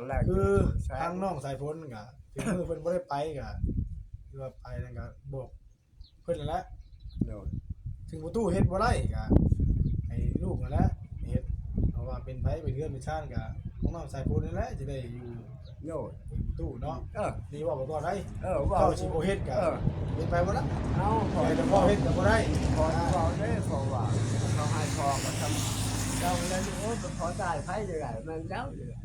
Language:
Northeastern Thai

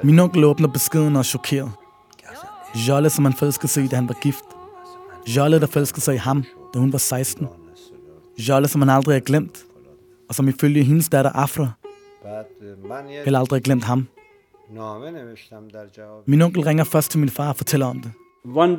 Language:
Danish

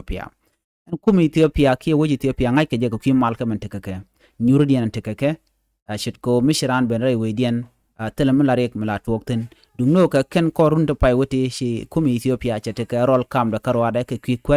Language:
Nuer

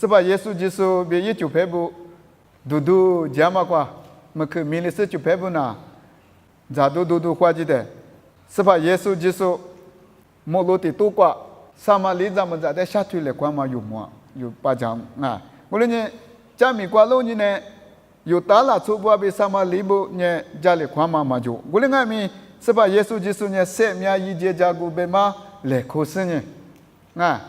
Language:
Lisu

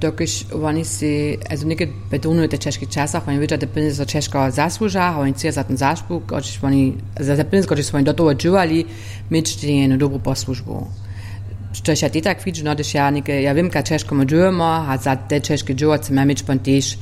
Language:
Upper Sorbian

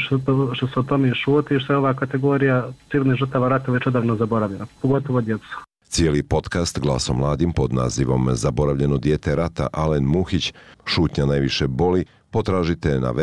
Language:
Bosnian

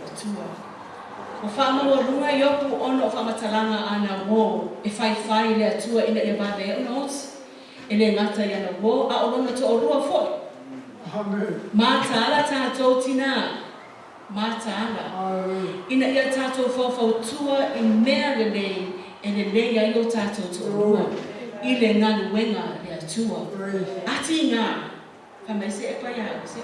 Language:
Samoan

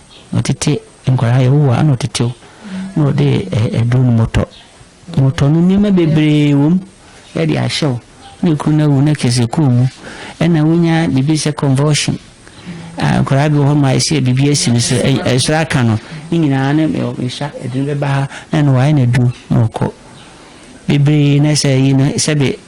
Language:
Akan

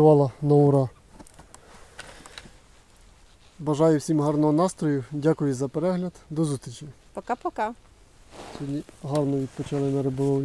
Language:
Ukrainian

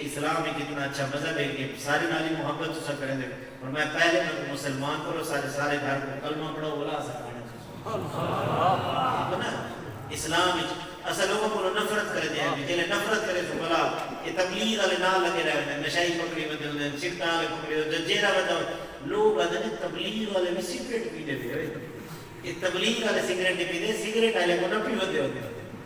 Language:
Saraiki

